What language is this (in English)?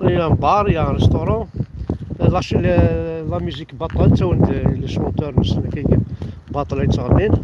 Kabyle